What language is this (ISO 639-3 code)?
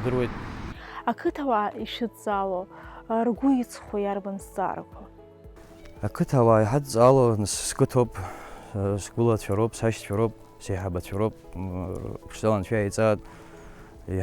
abk